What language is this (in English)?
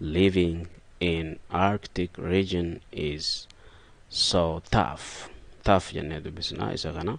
Oromo